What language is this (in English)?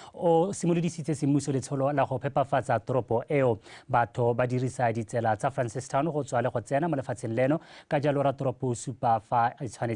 Tswana